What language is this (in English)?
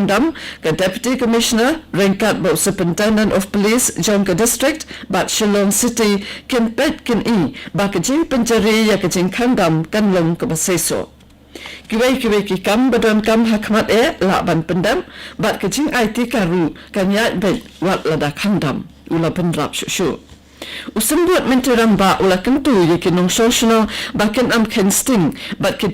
Khasi